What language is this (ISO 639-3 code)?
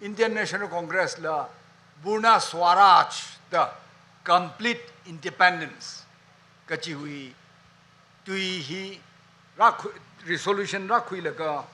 nmf